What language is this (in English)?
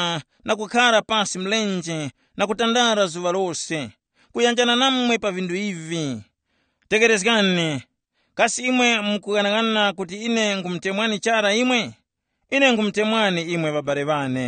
Tumbuka